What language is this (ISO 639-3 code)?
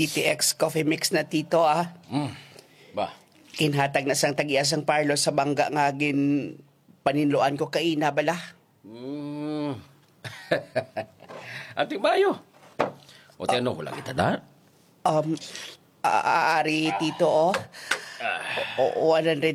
hil